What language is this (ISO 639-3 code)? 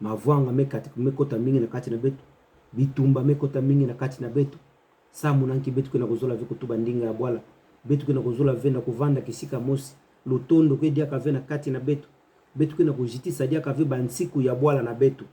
ktu